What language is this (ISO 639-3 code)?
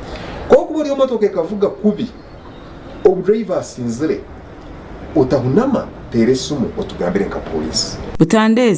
nyn